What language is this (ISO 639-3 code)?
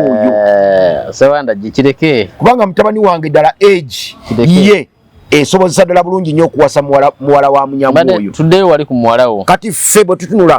lug